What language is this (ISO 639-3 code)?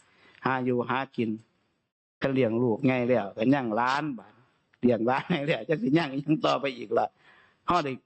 tts